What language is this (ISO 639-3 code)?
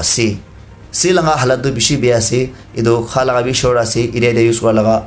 nag